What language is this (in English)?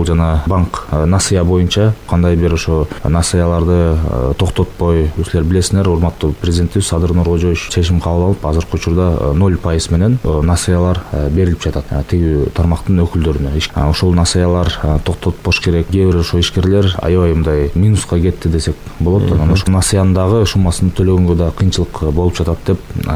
Kyrgyz